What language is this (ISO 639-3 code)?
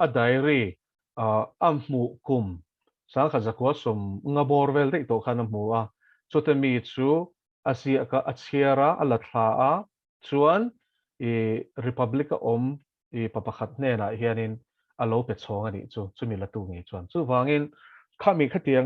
lus